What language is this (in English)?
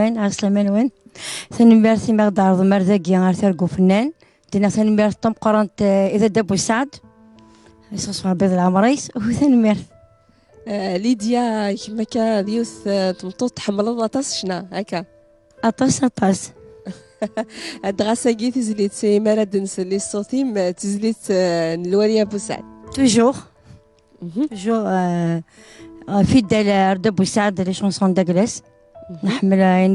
Kabyle